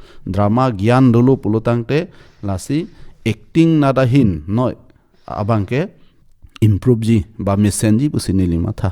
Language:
Karbi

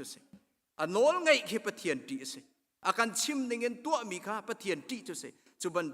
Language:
Hakha Chin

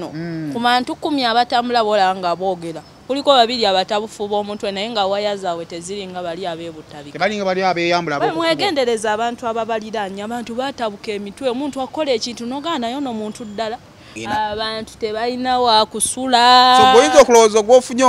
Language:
Ganda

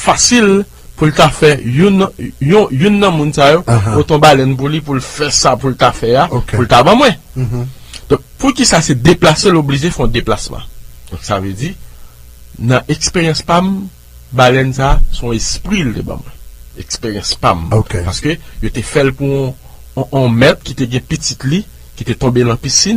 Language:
Haitian Creole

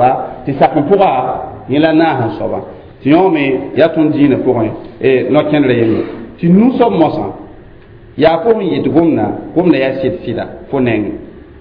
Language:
Mossi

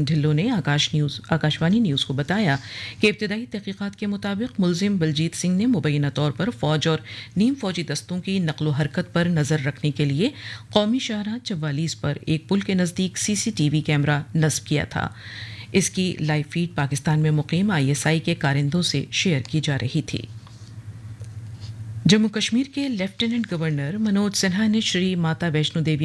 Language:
Urdu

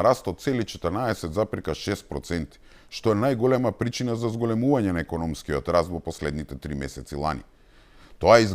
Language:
Macedonian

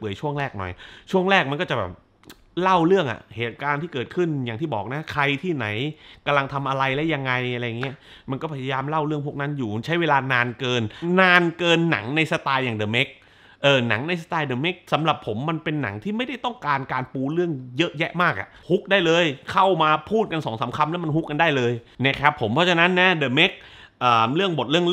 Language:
Thai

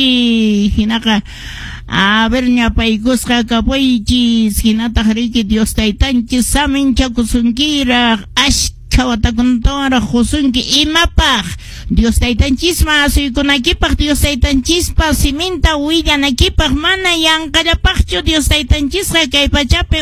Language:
Quechua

